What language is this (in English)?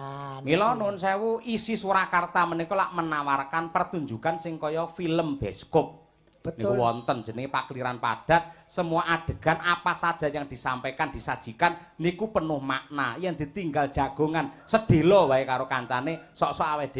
Javanese